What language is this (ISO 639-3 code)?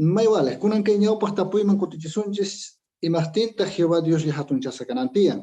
que